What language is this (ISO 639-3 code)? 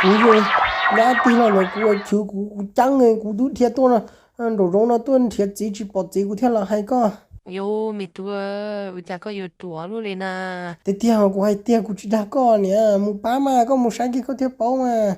hmn